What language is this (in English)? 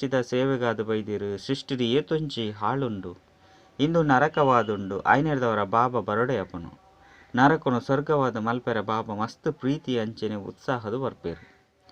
Tulu